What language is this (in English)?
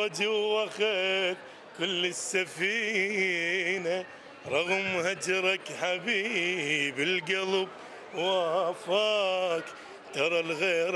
Mesopotamian Arabic